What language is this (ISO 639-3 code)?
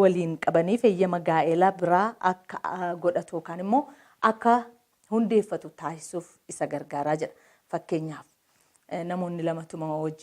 orm